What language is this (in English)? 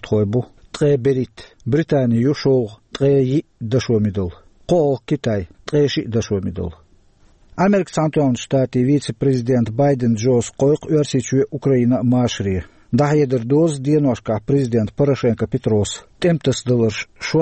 Chechen